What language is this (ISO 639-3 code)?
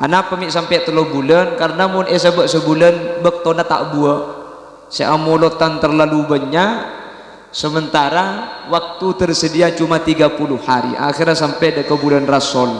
mad